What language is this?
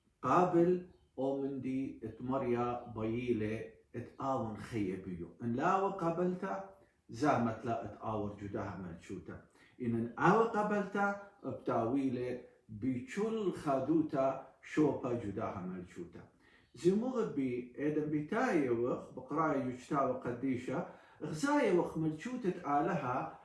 Assyrian Neo-Aramaic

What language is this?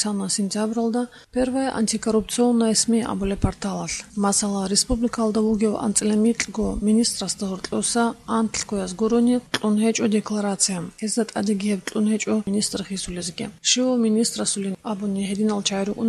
Avaric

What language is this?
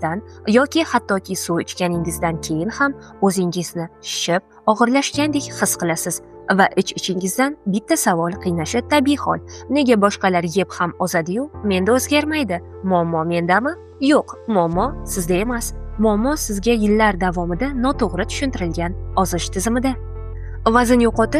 Uzbek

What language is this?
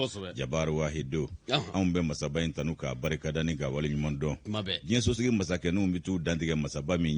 Bambara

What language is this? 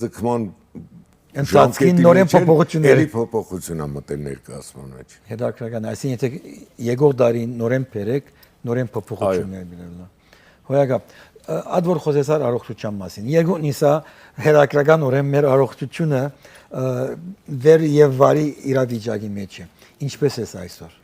Western Armenian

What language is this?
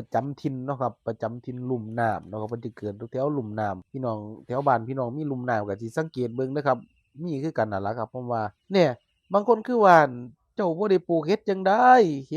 Northeastern Thai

